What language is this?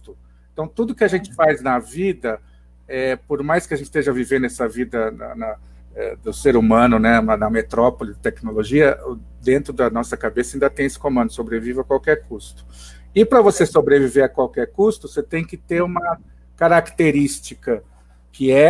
Portuguese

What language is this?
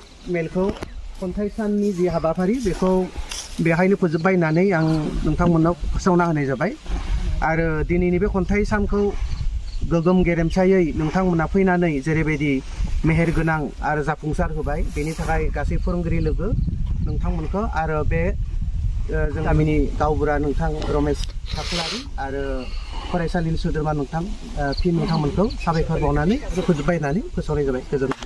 Bodo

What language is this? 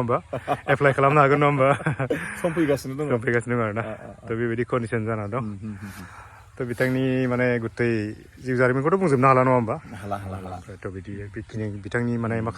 Bodo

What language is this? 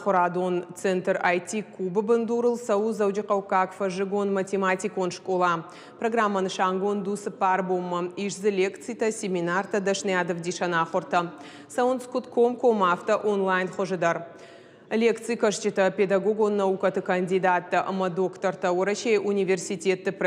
Ossetic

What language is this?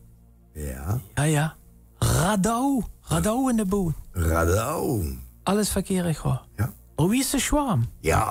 Limburgish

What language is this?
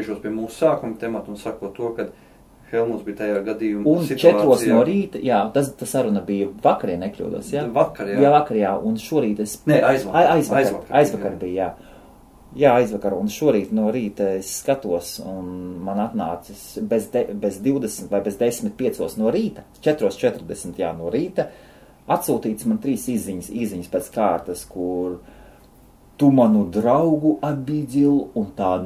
Latvian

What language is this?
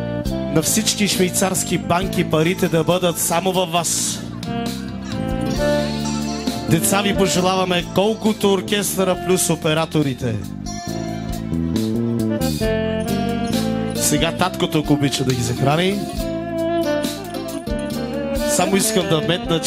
Bulgarian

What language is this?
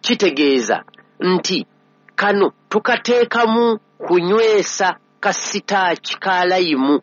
Ganda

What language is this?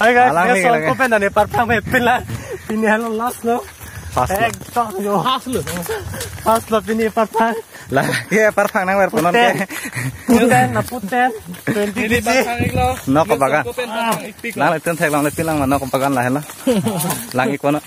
Karbi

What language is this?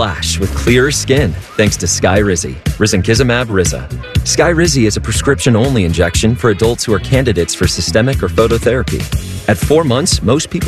English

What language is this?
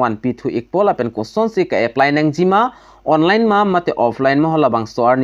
Karbi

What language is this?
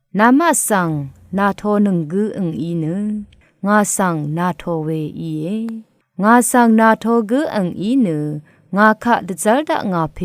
Rawang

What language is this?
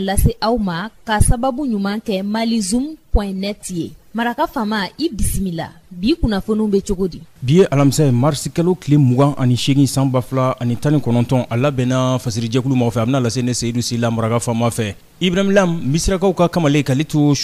Bambara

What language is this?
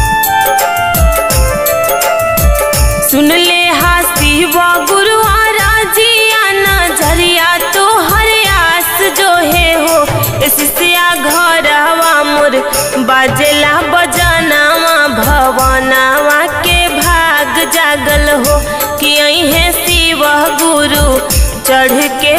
Bhojpuri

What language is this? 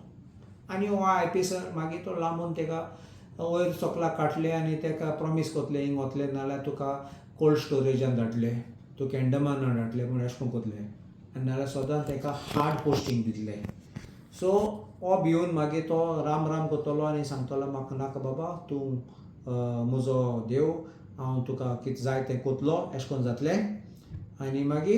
Konkani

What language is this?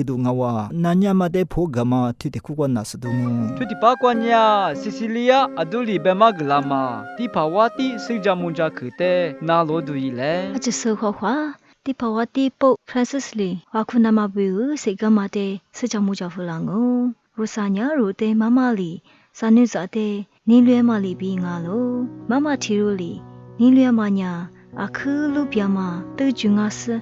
Lisu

